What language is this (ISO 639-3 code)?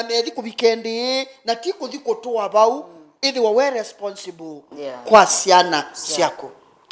kam